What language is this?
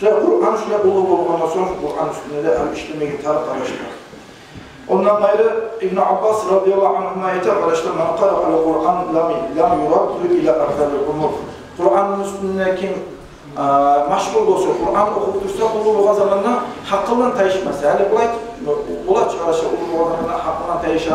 Kumyk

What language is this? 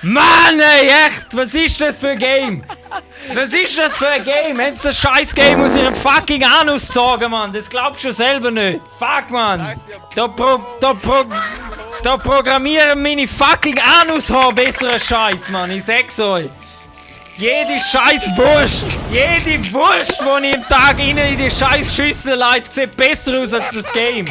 Swiss German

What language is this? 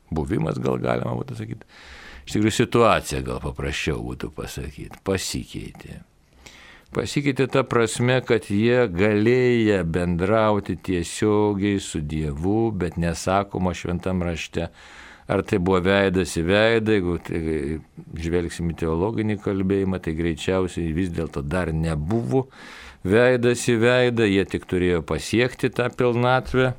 Lithuanian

